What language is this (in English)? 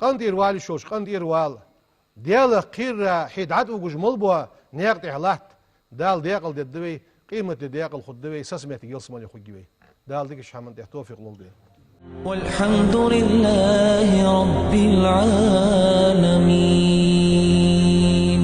Ingush